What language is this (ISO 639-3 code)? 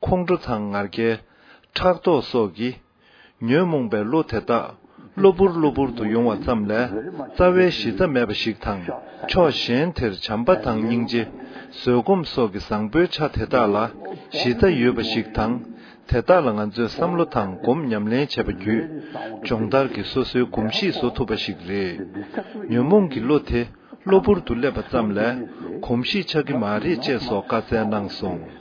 bod